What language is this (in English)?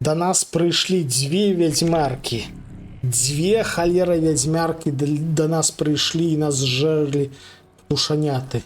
Belarusian